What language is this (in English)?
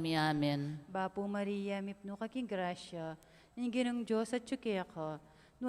Pampanga